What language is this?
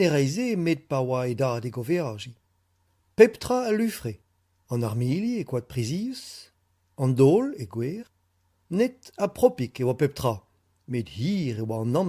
Breton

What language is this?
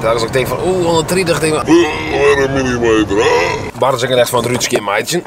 Western Frisian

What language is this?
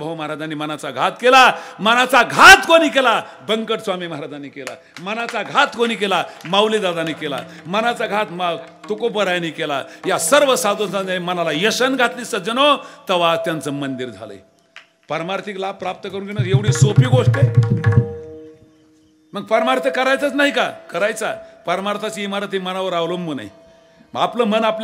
Marathi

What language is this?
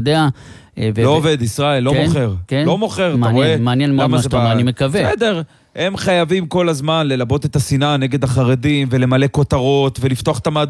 Hebrew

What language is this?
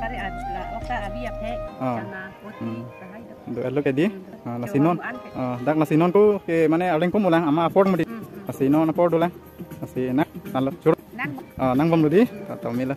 Karbi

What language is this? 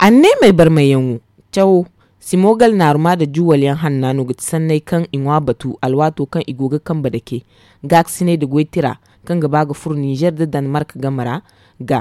Zarma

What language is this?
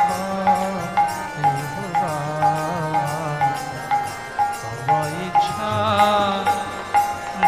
Bangla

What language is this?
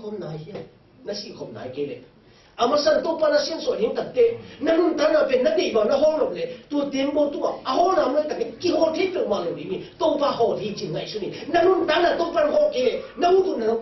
Tedim Chin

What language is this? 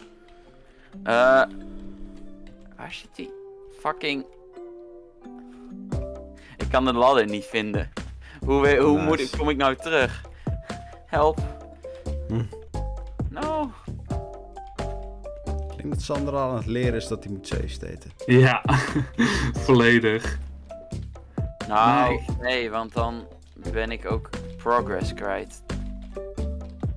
Dutch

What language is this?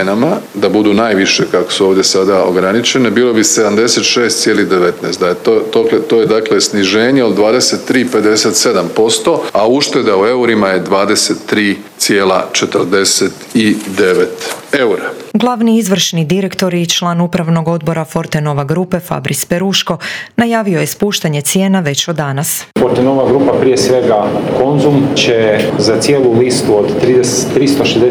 Croatian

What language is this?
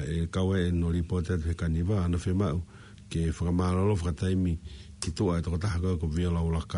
Tongan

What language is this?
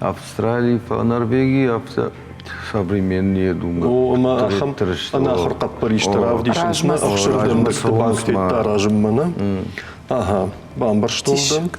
Ossetic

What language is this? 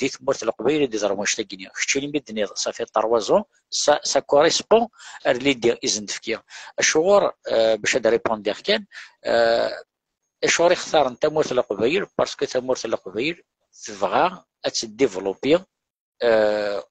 Kabyle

